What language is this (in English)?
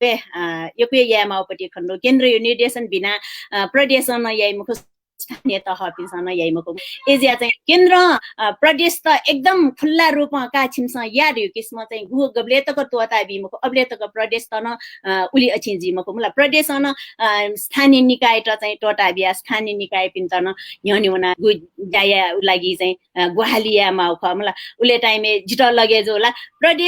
Newari